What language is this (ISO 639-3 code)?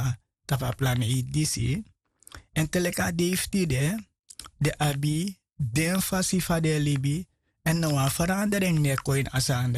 srn